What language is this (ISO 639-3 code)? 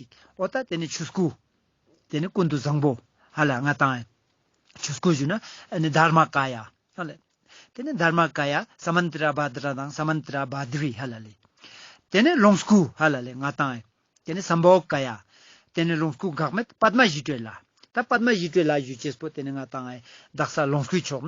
lbj